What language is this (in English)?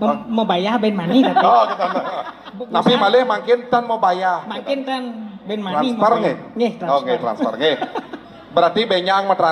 Balinese